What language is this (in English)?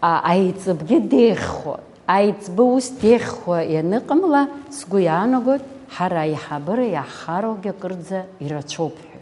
Abkhazian